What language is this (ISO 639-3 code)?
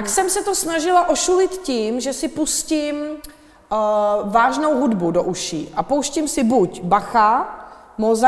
ces